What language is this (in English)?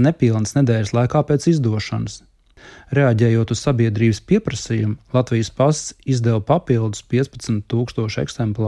Latvian